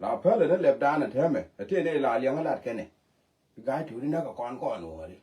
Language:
Nuer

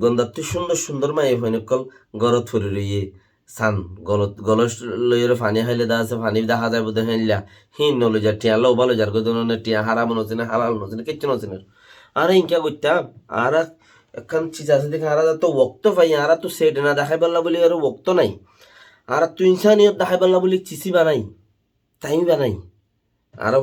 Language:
Rohingya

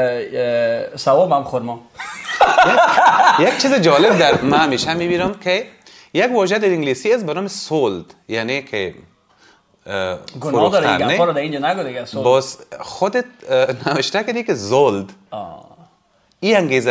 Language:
Persian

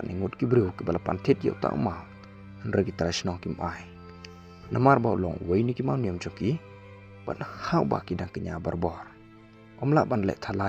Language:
Khasi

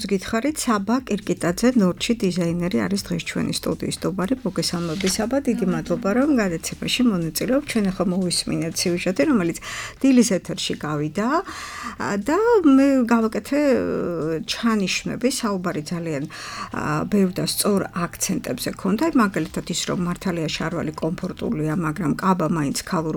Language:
Georgian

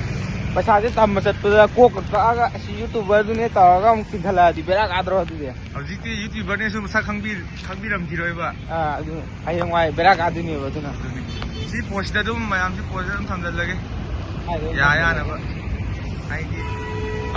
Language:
Manipuri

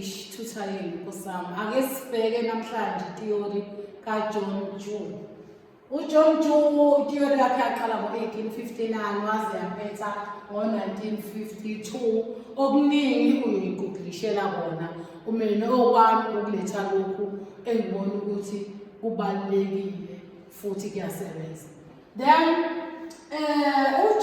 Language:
Zulu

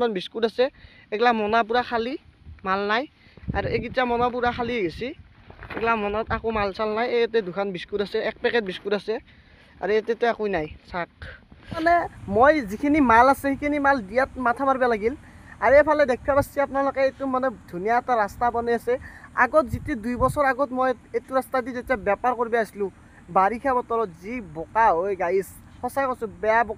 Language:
Assamese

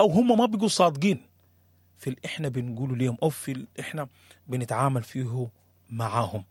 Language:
Sudanese Arabic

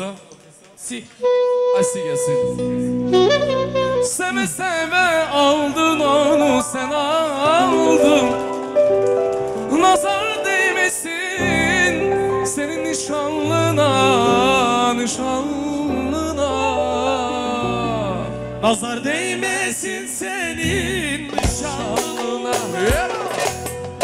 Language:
Turkish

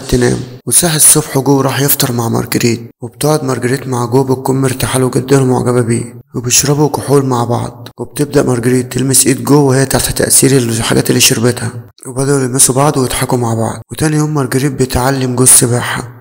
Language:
Egyptian Arabic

